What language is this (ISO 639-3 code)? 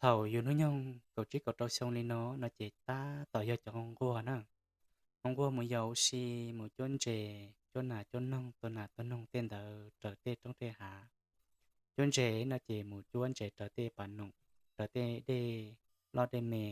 hmn